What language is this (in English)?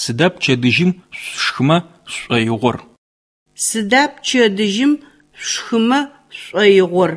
Adyghe